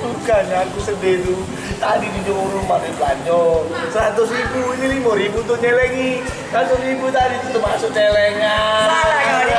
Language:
Musi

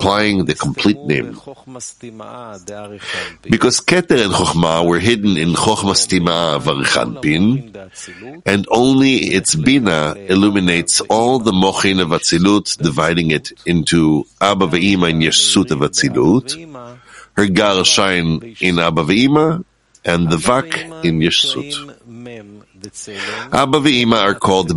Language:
English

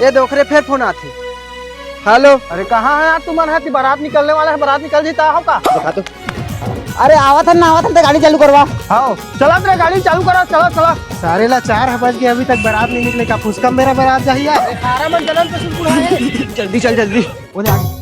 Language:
Chhattisgarhi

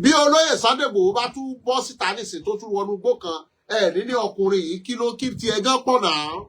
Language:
Yoruba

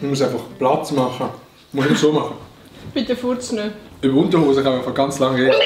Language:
Swiss German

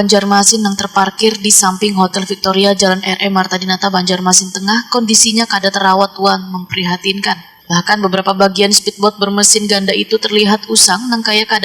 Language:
Banjar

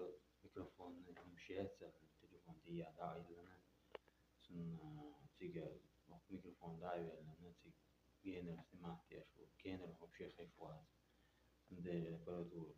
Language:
Chechen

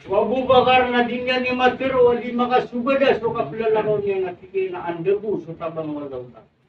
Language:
Maranao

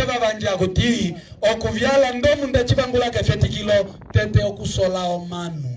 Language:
Umbundu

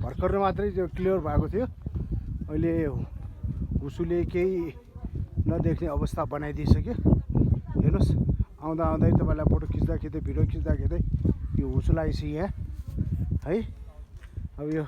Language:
Nepali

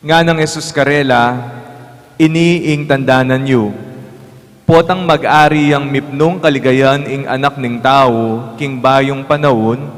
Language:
Pampanga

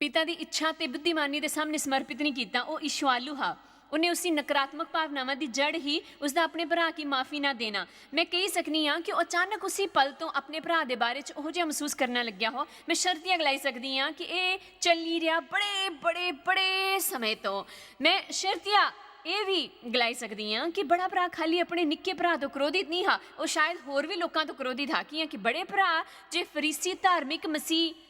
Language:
Dogri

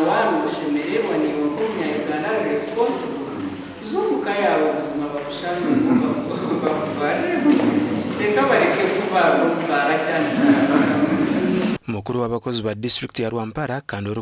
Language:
Nyankole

